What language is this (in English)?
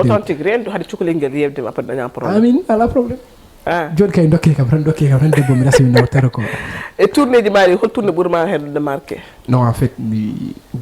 Fula